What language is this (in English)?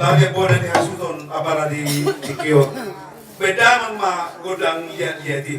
Batak Toba